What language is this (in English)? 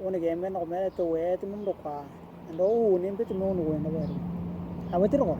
Western Dani